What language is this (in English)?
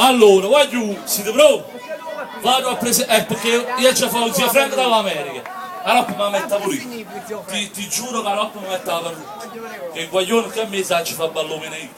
Neapolitan